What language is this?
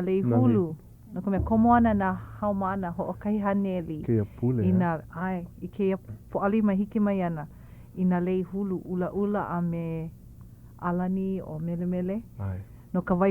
Hawaiian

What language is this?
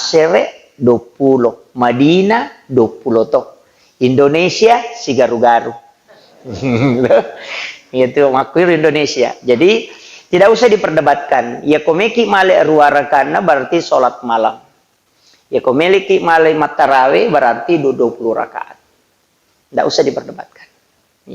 Buginese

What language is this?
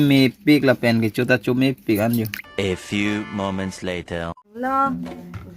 Karbi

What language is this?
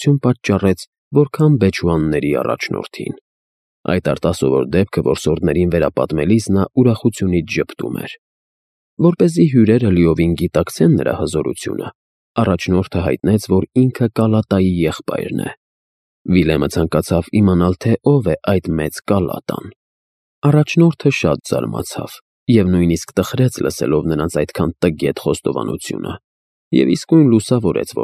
Armenian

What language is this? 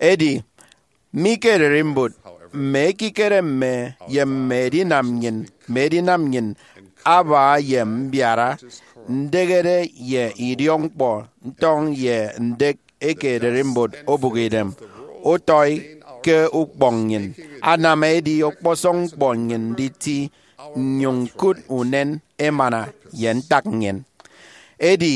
Efik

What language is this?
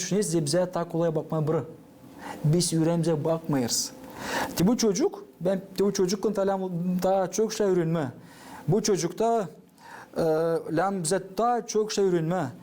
Gagauz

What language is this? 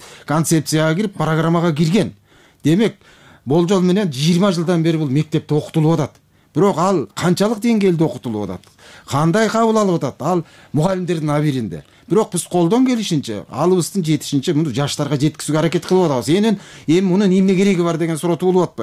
Kyrgyz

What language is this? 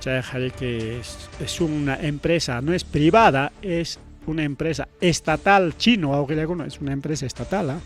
Ayacucho Quechua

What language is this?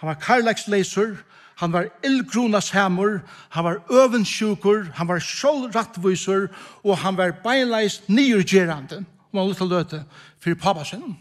Faroese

